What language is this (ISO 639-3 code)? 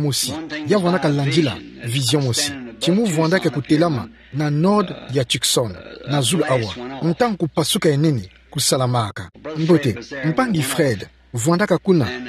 ktu